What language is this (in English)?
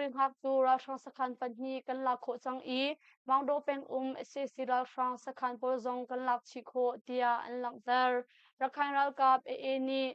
Hakha Chin